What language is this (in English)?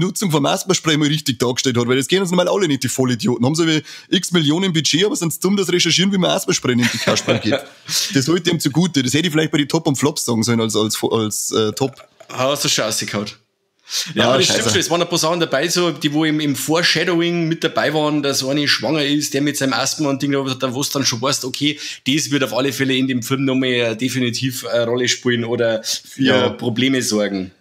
Bavarian